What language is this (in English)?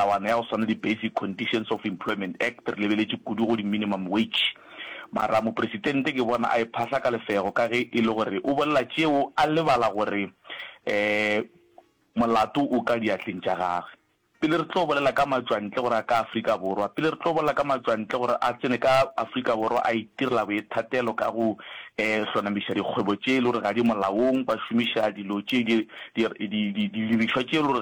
Northern Sotho